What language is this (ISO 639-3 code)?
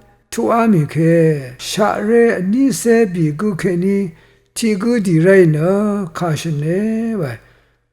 raw